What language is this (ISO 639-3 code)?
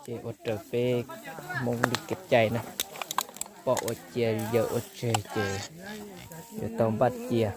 hmn